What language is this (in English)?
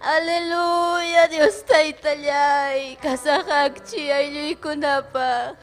Ayacucho Quechua